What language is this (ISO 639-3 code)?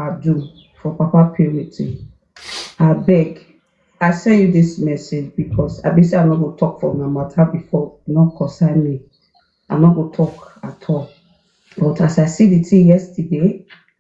pcm